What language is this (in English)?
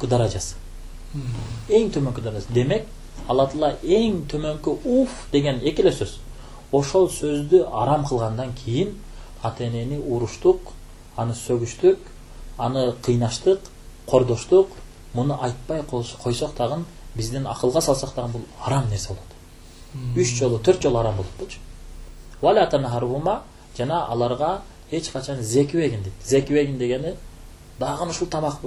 Kyrgyz